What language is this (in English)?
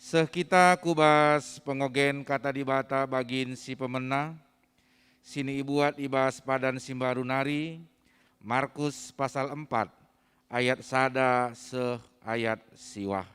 Batak Karo